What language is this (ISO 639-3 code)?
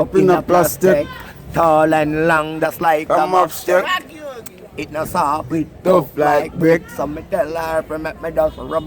jam